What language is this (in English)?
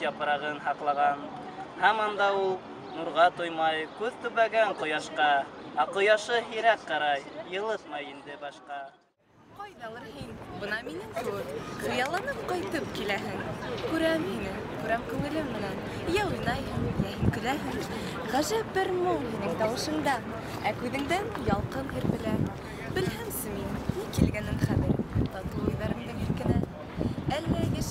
Bashkir